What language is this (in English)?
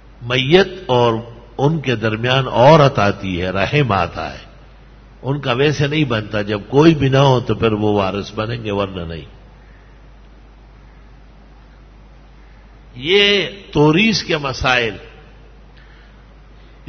Urdu